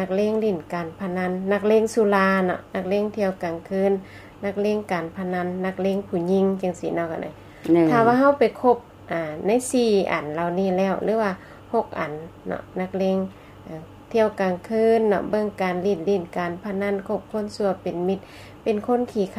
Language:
Lao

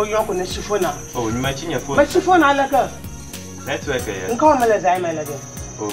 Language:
Ewe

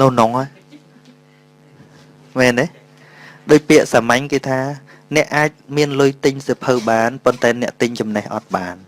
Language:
Khmer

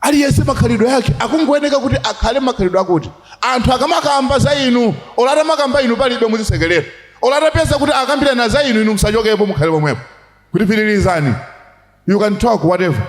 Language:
Nyanja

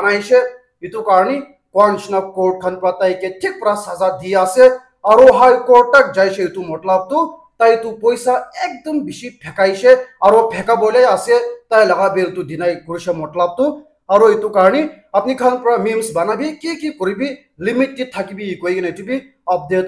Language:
Naga Pidgin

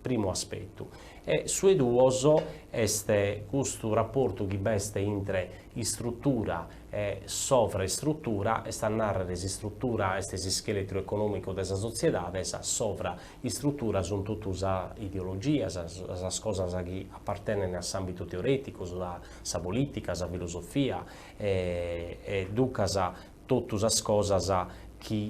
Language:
Sardinian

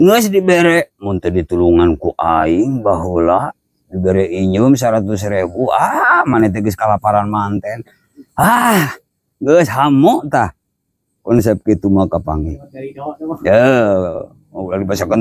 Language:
Sundanese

